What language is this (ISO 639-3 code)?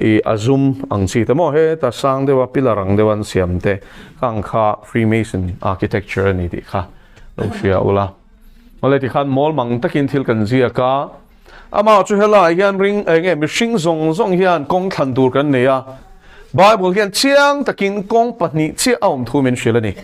lus